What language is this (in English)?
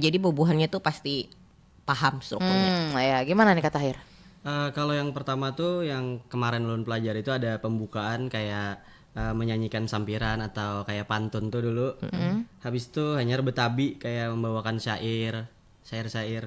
Banjar